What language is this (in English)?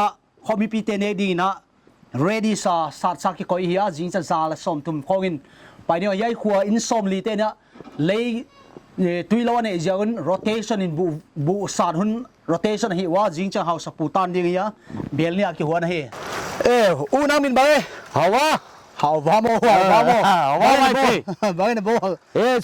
Paite Chin